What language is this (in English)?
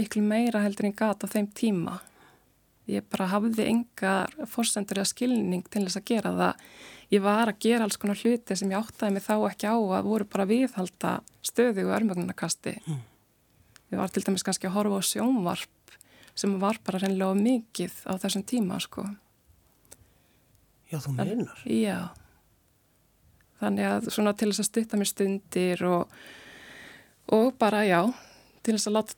Icelandic